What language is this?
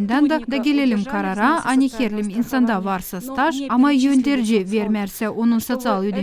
Gagauz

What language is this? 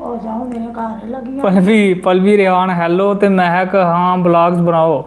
Dogri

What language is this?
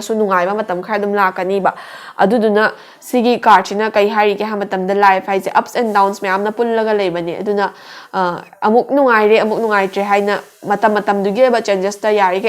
Manipuri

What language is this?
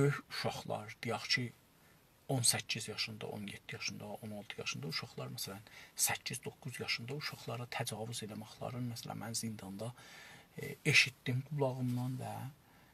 South Azerbaijani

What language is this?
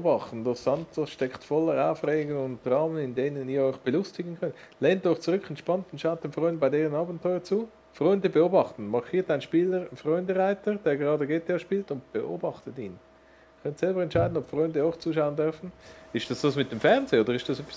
Swiss German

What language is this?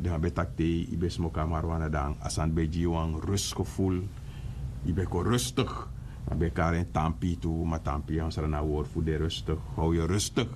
Sranan Tongo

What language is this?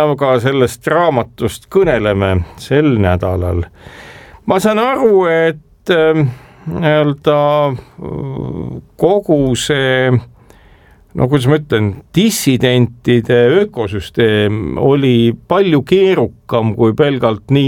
Estonian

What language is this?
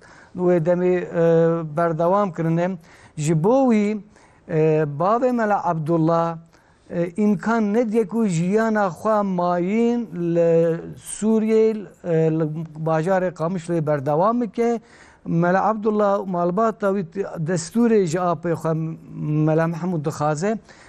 Kurdish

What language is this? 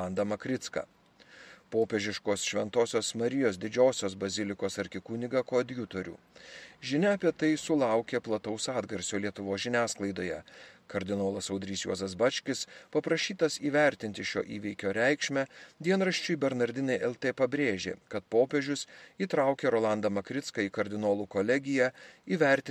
Lithuanian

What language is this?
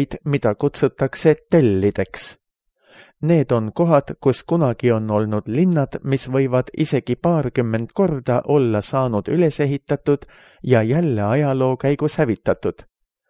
Estonian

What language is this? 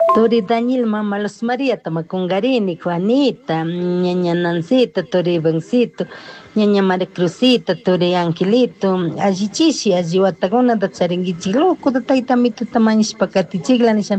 Chimborazo Highland Quichua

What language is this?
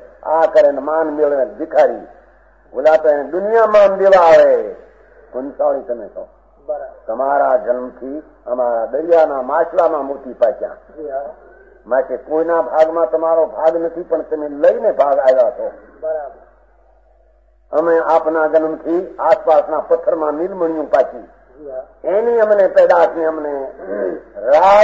Gujarati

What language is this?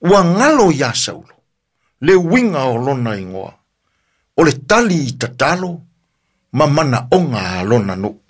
Samoan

